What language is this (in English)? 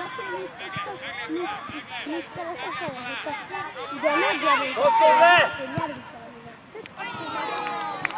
Hungarian